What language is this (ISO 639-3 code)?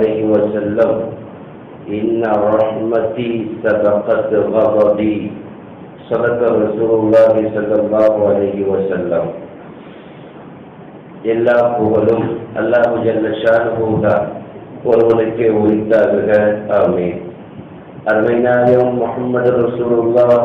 tam